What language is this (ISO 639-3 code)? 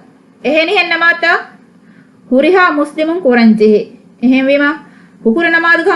div